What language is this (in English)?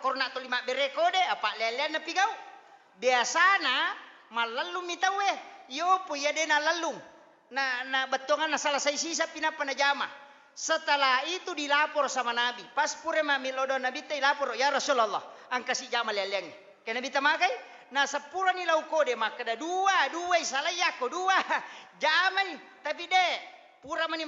Buginese